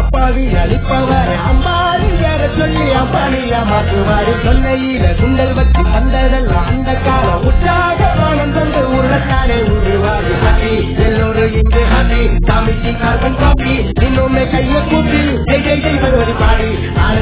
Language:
Tamil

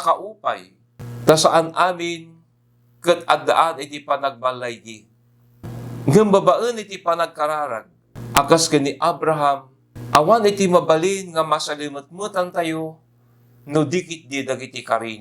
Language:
Iloko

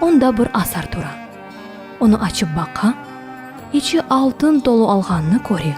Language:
Crimean Tatar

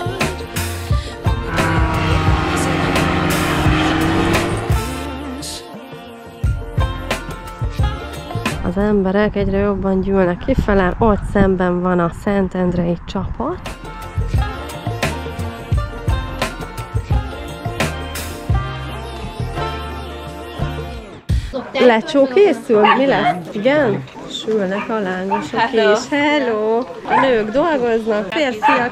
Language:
Hungarian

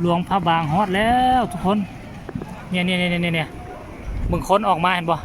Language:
Northeastern Thai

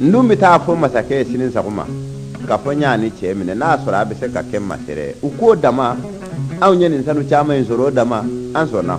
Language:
Bambara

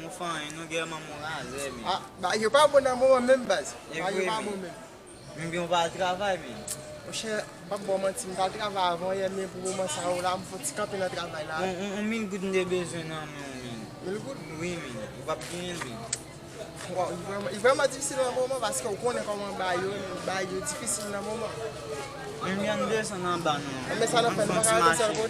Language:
Haitian Creole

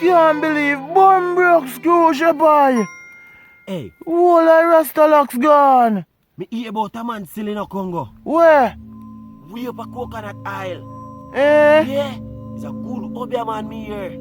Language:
Jamaican Creole English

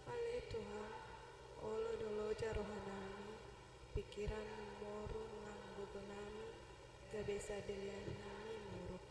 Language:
Batak Toba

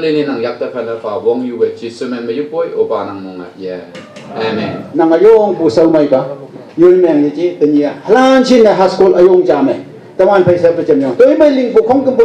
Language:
Naga Pidgin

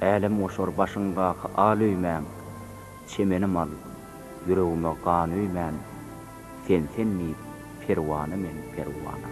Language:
Turkmen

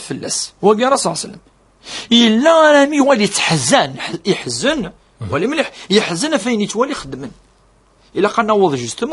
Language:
Kabyle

